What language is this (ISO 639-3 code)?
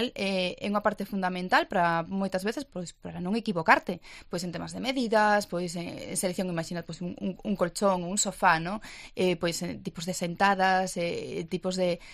glg